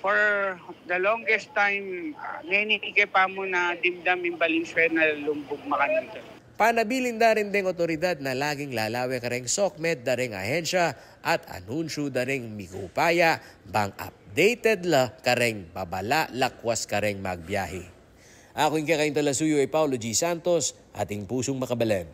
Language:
Pampanga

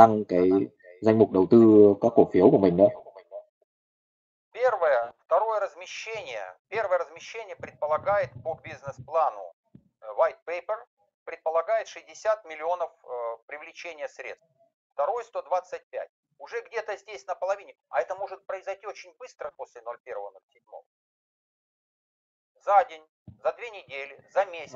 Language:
Russian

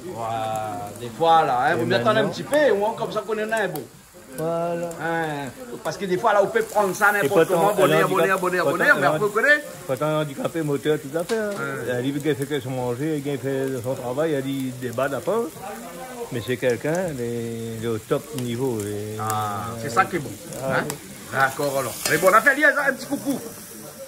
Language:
Réunion Creole French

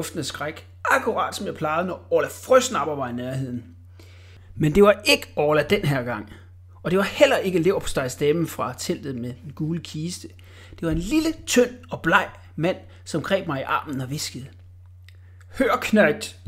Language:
Danish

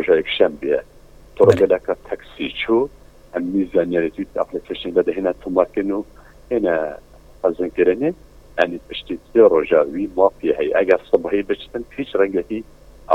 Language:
Kurdish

